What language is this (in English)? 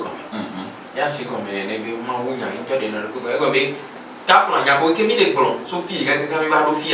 Ewe